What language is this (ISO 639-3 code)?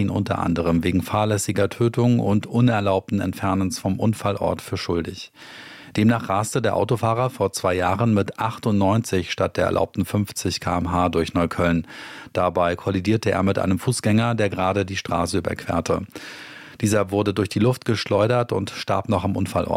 deu